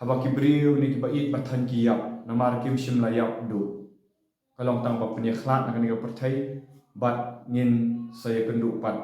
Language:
Khasi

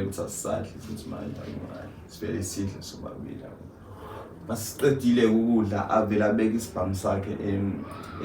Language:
Zulu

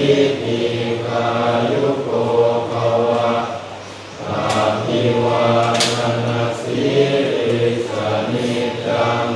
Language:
Northeastern Thai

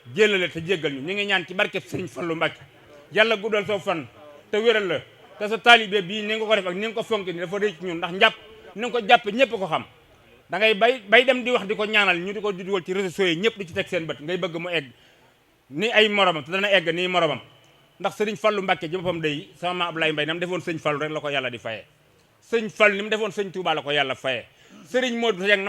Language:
Wolof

